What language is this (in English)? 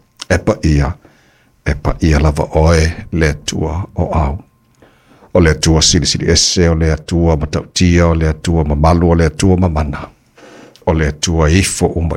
Samoan